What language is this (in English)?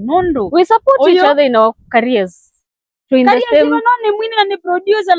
Swahili